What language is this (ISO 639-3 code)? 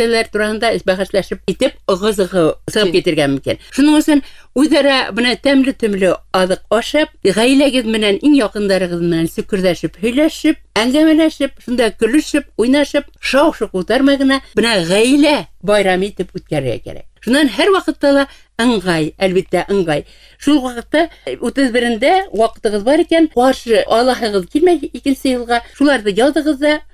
bak